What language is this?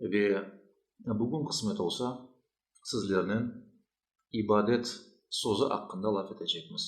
Crimean Tatar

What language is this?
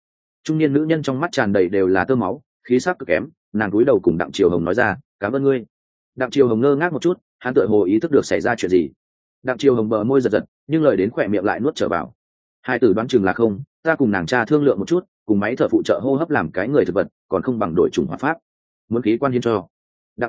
Vietnamese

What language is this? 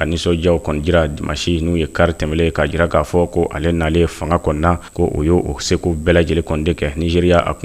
Bambara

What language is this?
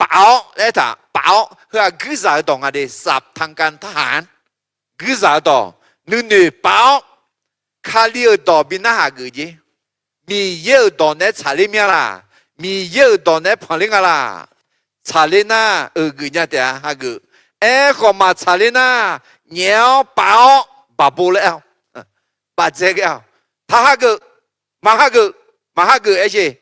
Akha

